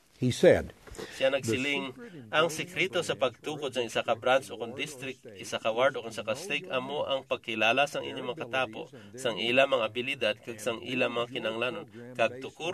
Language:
Hiligaynon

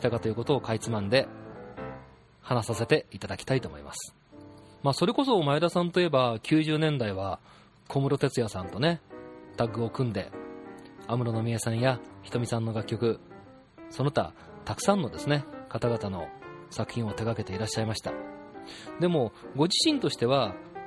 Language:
Japanese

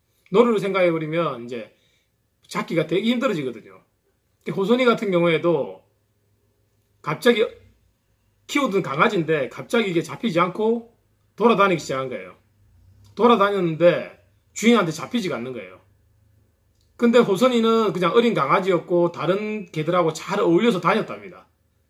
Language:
Korean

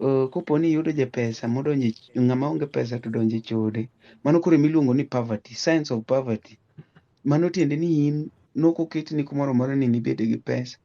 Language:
Luo (Kenya and Tanzania)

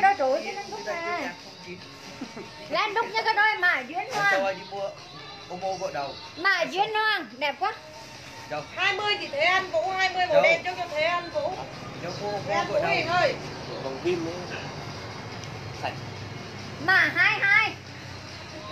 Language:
Vietnamese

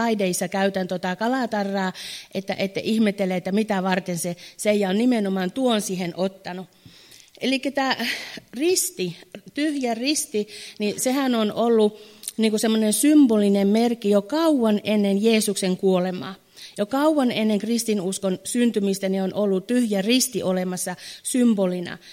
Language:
Finnish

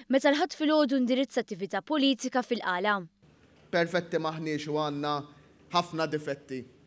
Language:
Maltese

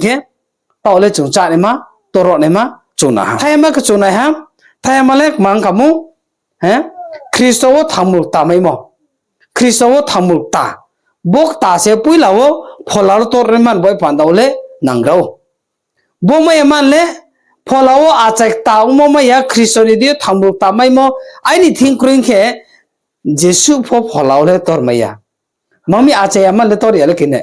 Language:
Riang (India)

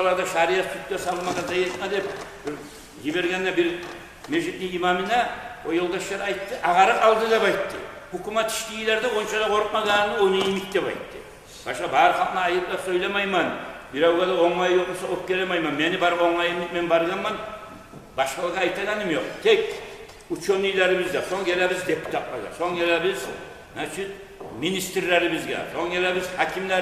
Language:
Kumyk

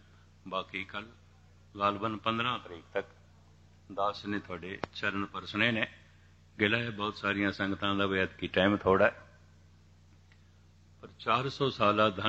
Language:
Punjabi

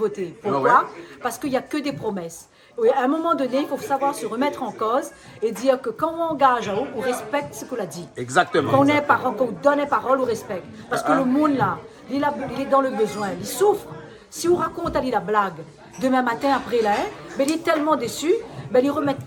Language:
Réunion Creole French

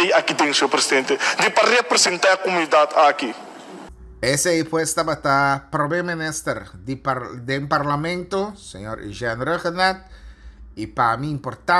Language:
Papiamento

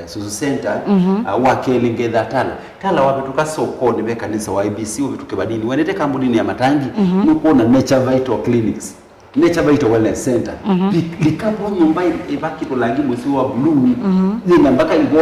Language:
Kamba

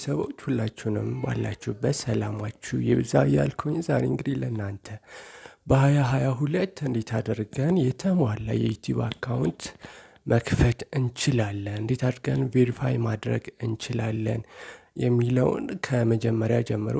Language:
Amharic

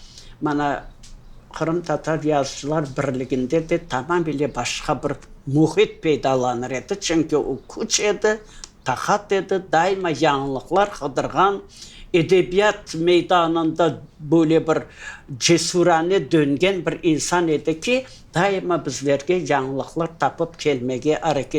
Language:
Crimean Tatar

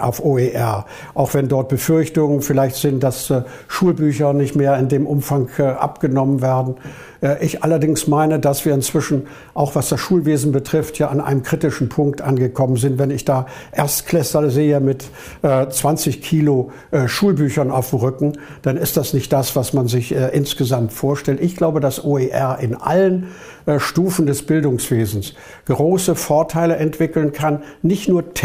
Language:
German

